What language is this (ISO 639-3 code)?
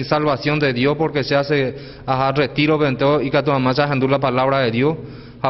grn